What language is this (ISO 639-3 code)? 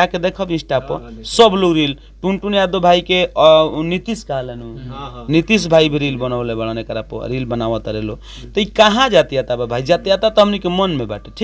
bho